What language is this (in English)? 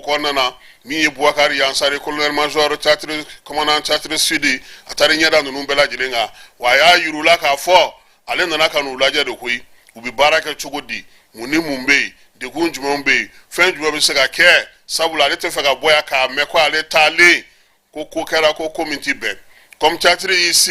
Bambara